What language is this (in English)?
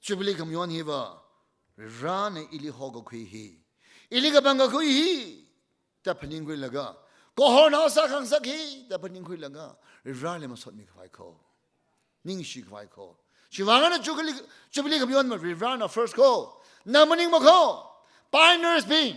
Tangkhul Naga (India)